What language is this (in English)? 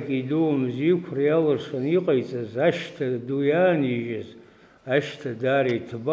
Abkhazian